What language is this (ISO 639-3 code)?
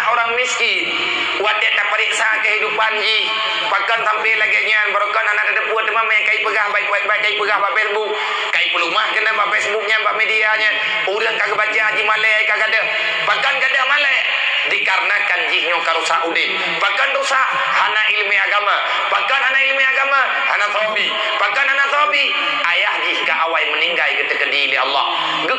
ace